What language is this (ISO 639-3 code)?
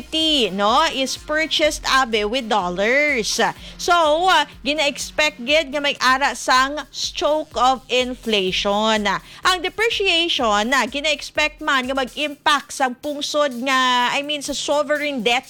hil